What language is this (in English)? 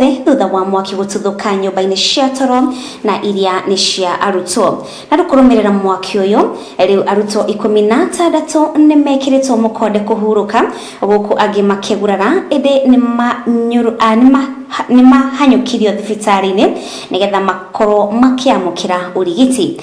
Kikuyu